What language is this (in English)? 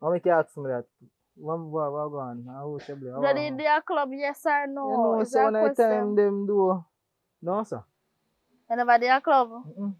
Jamaican Creole English